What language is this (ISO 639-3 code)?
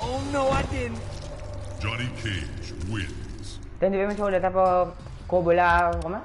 mfe